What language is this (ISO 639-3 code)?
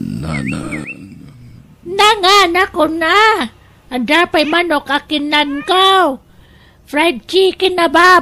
ilo